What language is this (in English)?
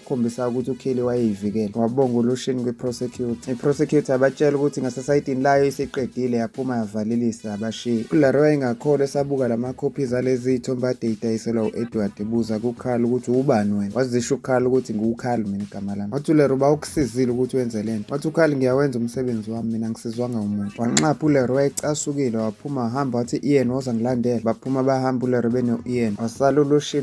Zulu